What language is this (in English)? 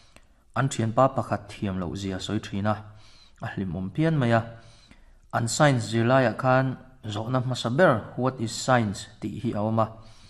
Mizo